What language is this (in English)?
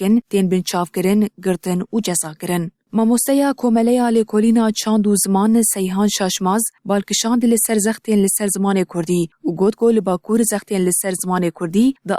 Kurdish